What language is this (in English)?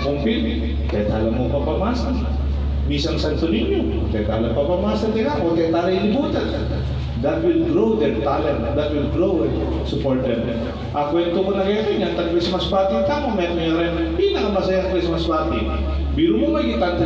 Pampanga